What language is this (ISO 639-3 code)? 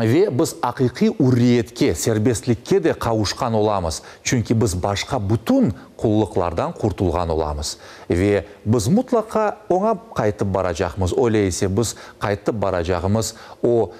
crh